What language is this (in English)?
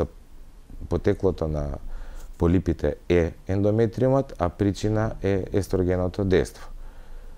Macedonian